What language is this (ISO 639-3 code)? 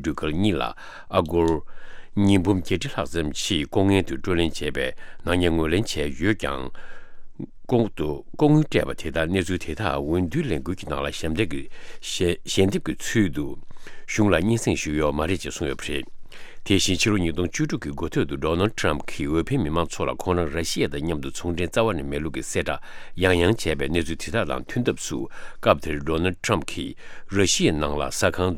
bod